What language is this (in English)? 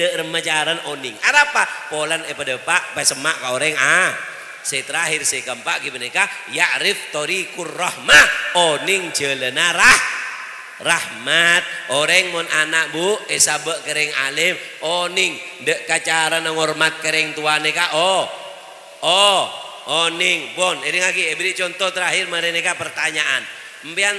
Madurese